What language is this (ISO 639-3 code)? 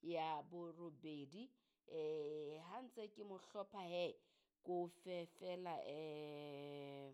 sot